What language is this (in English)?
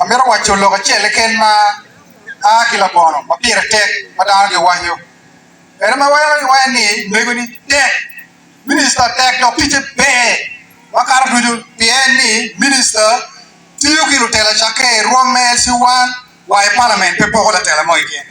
Acoli